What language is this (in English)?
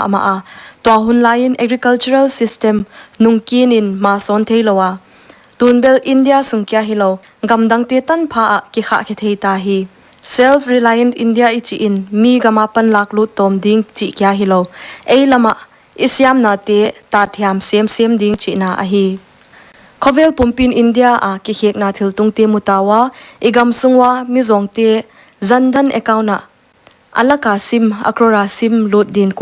Paite Chin